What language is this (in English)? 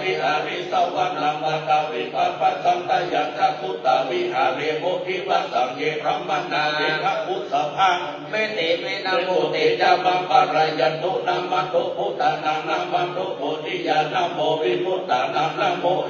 Pali